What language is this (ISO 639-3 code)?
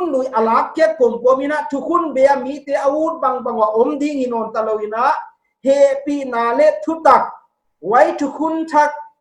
pck